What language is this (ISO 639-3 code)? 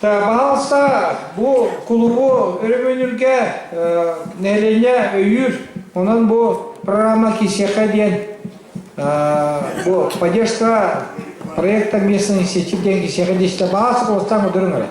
sah